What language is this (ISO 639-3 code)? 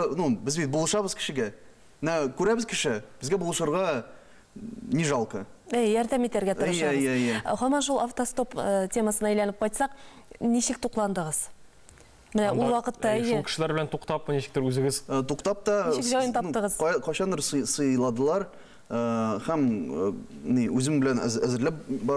tat